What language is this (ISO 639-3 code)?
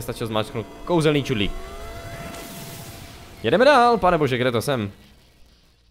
ces